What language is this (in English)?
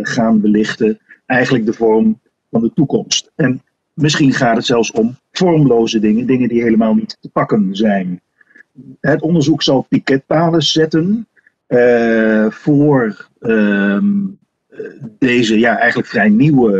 Dutch